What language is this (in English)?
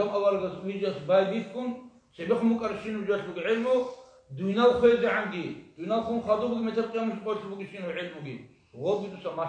Avaric